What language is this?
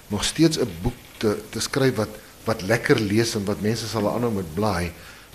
Afrikaans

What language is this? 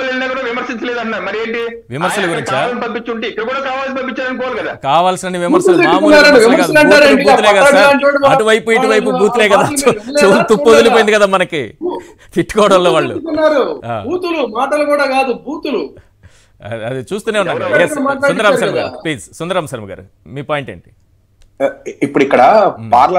Telugu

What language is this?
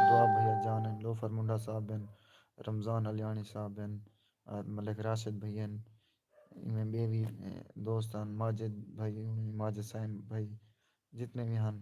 Saraiki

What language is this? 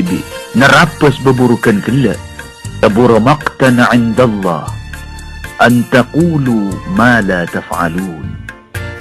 Madurese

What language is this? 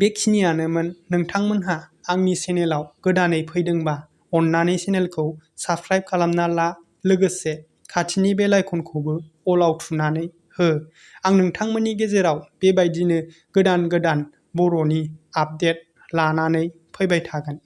Bodo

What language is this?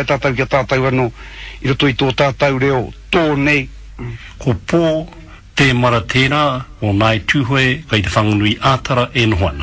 Māori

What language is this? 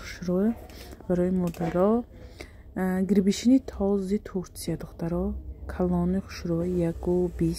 Tajik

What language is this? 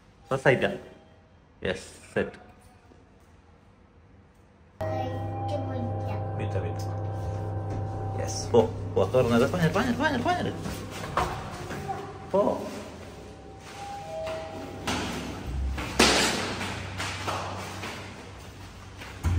Malayalam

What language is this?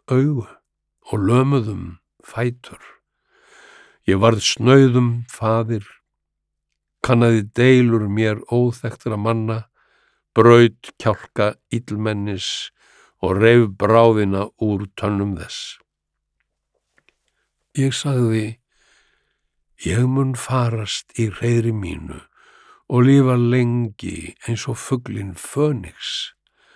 Icelandic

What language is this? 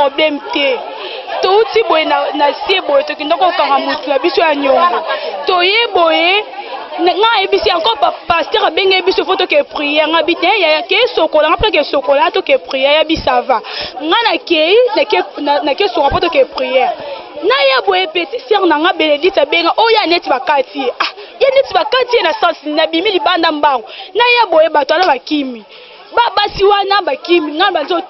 Lingala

